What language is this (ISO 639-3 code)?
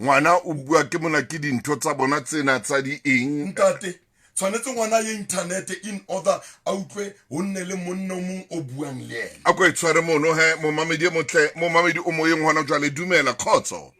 sot